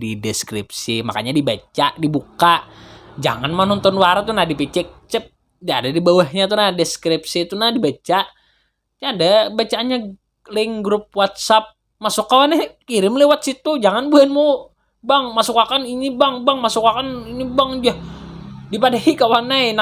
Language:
Banjar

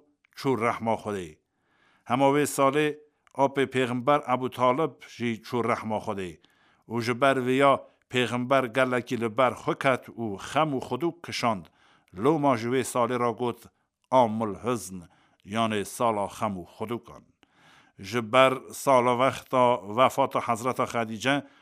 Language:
Kurdish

